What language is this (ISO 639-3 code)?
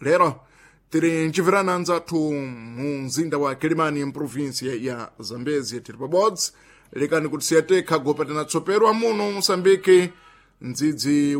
seh